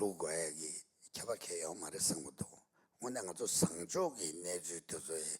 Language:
Tibetan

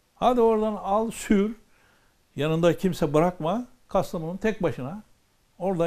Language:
Turkish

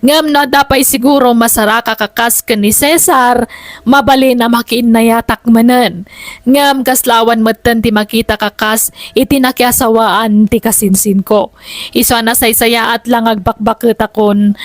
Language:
Iloko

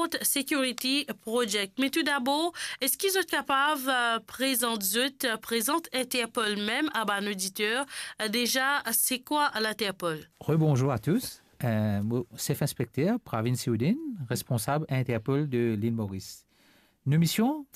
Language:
Morisyen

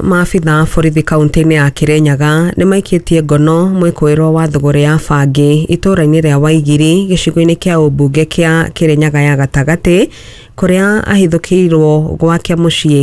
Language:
Kikuyu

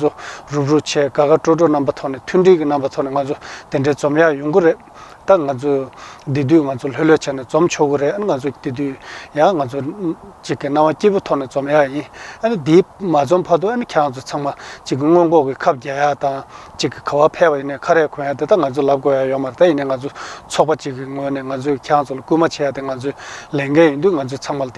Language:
Tibetan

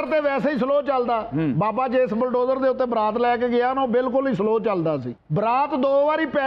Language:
Punjabi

